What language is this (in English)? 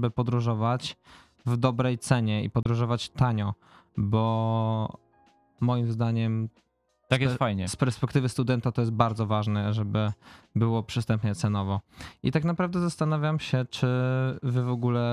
Polish